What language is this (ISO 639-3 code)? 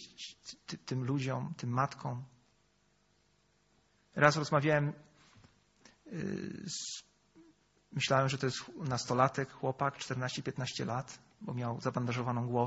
pol